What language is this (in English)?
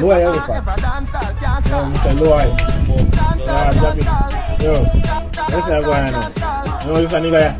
Jamaican Creole English